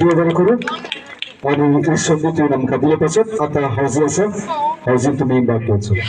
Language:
Konkani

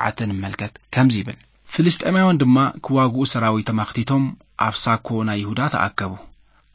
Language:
Tigrinya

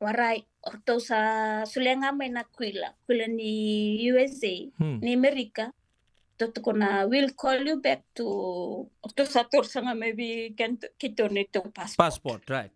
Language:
Fijian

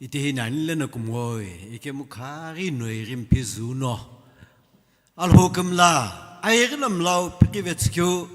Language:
Sumi Naga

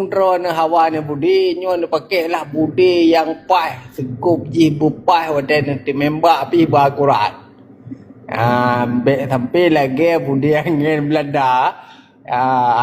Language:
Achinese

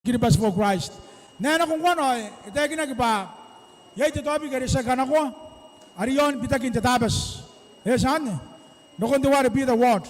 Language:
Gilbertese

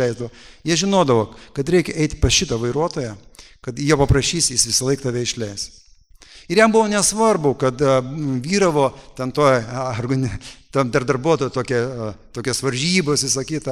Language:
Lithuanian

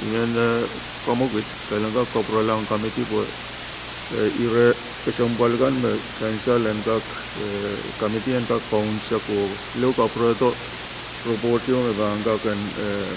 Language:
Pohnpeian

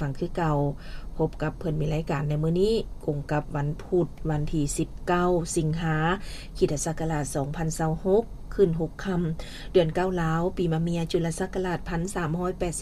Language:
Lao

